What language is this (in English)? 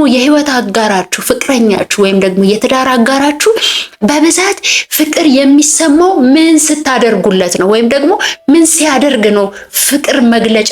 Amharic